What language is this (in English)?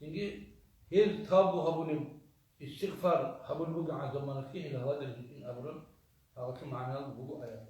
Avaric